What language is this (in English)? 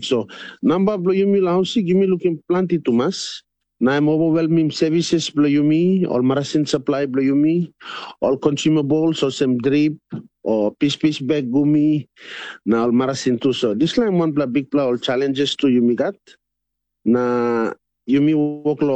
Tok Pisin